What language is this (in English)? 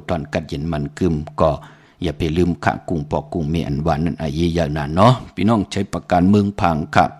Shan